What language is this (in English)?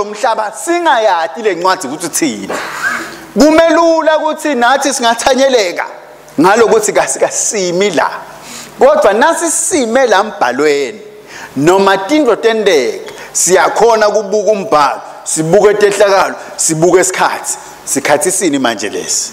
Swati